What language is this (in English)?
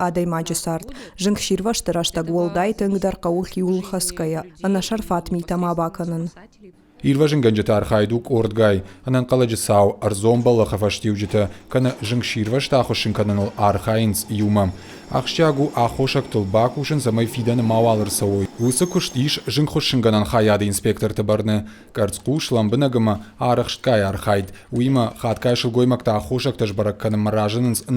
Ossetic